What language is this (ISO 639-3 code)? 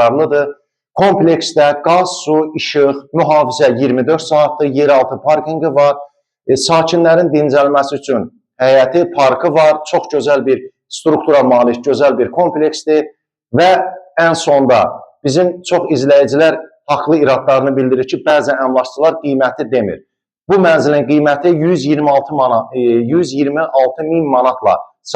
aze